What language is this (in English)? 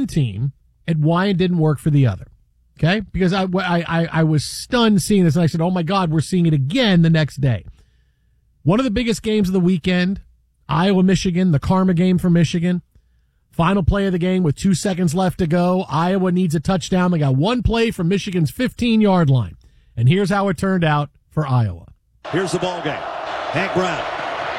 English